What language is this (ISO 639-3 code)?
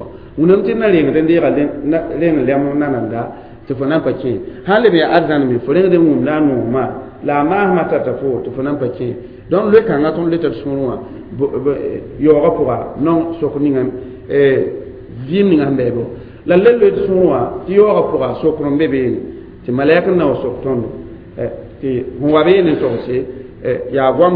mos